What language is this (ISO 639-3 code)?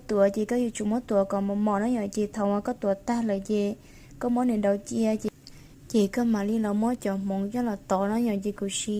hmn